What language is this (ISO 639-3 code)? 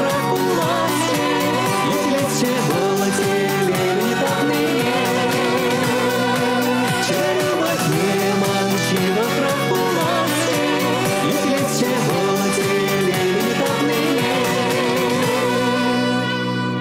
chv